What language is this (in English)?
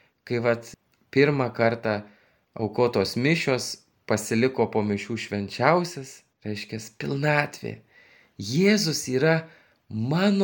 Lithuanian